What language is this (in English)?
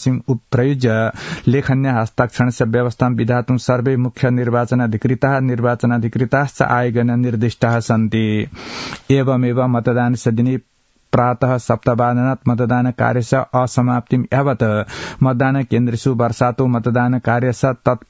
Sanskrit